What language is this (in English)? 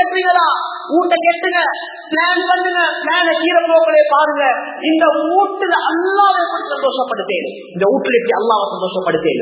Tamil